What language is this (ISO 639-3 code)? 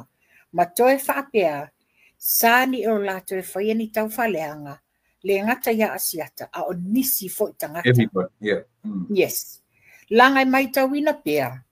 smo